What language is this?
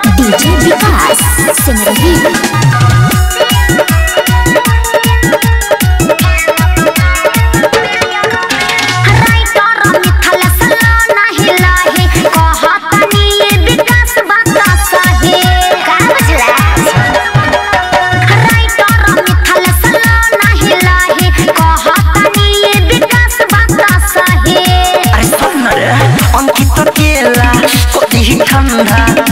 Bhojpuri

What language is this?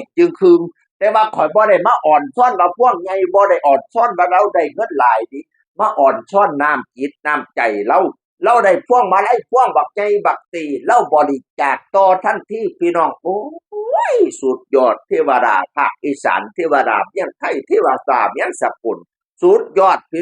Northeastern Thai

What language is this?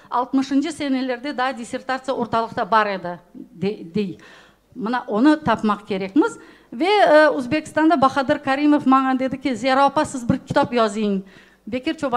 Crimean Tatar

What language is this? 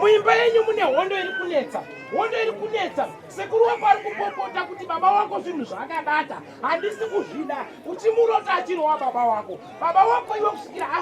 Shona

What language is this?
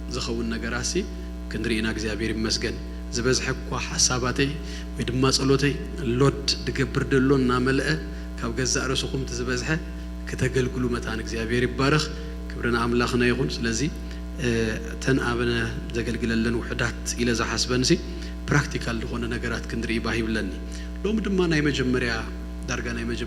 Tigrinya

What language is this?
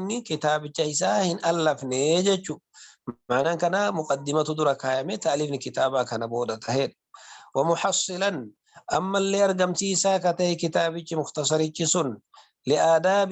Oromo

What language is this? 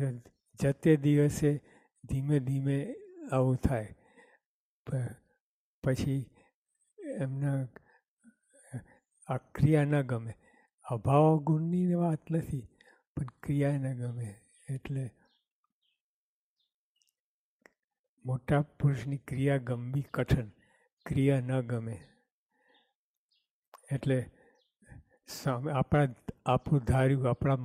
Gujarati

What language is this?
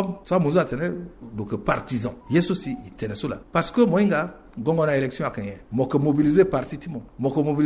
Sango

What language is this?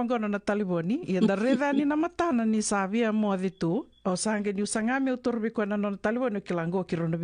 Fijian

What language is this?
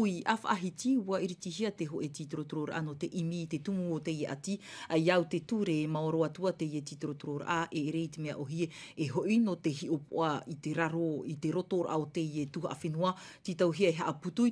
Tahitian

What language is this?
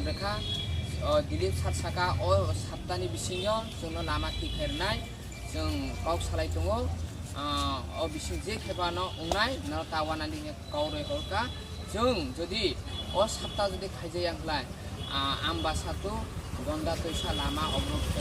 Kok Borok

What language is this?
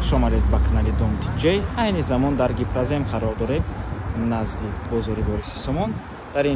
Tajik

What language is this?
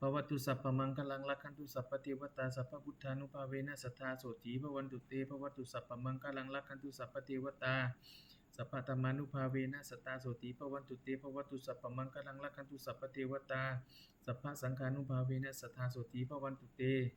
Pali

